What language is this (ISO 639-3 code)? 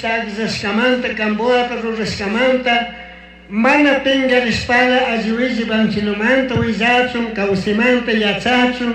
qug